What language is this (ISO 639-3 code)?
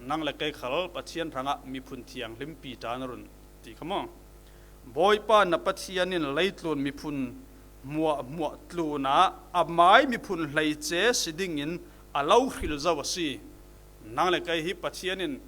cfm